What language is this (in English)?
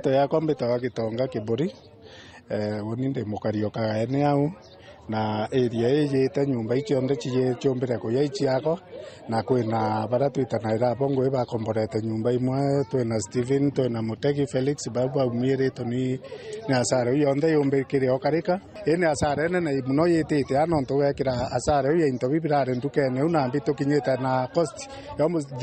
Meru